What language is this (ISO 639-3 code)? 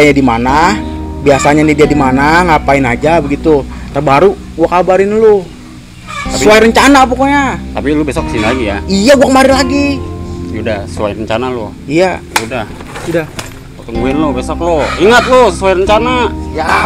bew